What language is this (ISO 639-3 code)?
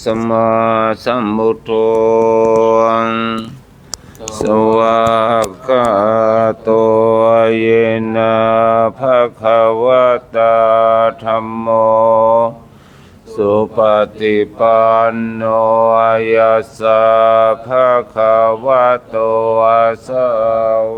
pli